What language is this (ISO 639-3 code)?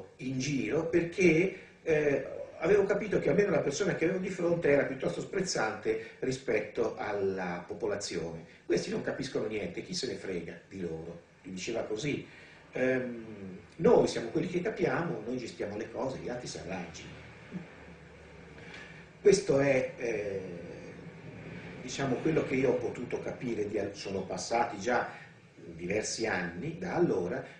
ita